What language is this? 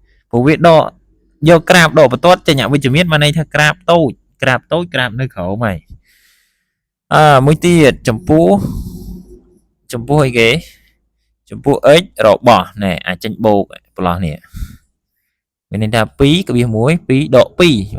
Khmer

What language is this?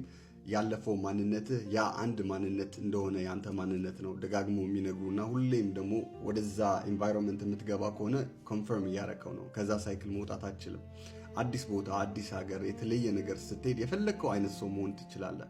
Amharic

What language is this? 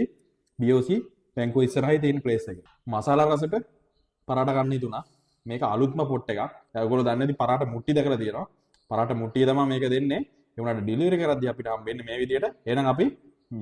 Sinhala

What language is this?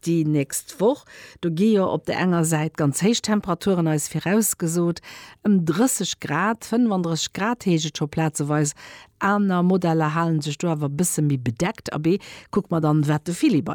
Luxembourgish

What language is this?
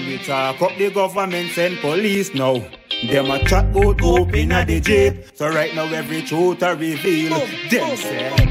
Jamaican Creole English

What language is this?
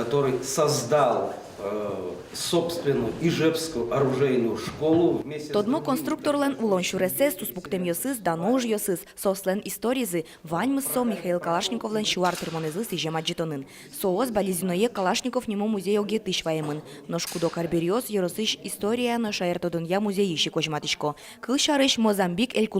Udmurt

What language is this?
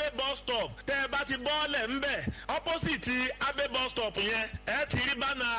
Yoruba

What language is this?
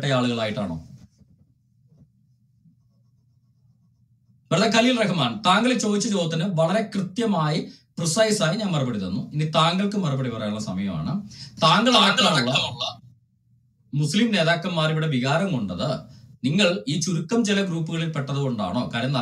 Malayalam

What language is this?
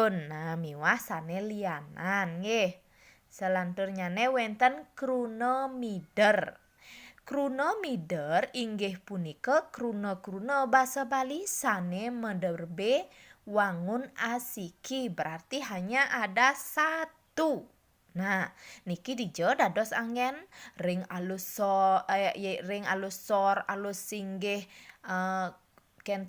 Balinese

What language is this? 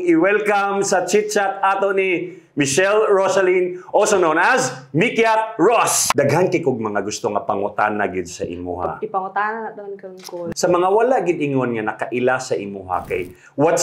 Cebuano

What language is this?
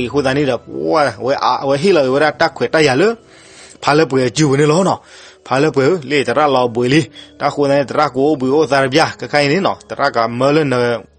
S'gaw Karen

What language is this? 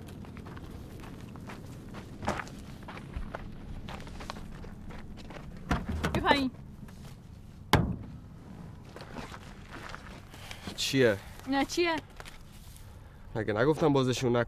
Persian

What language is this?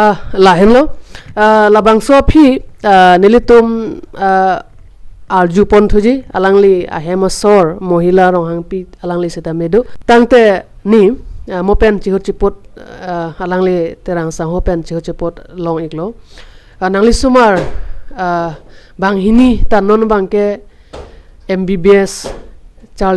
Karbi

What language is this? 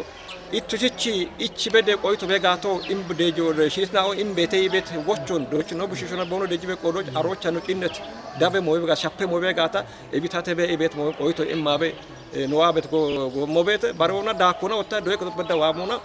Kafa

